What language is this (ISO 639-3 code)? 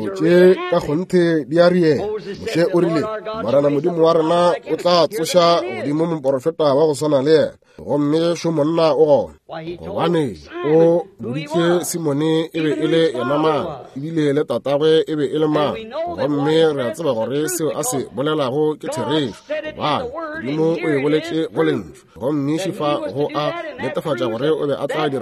nso